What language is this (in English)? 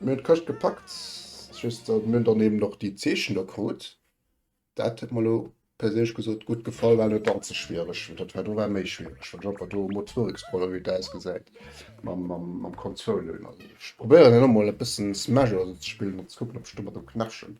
Luxembourgish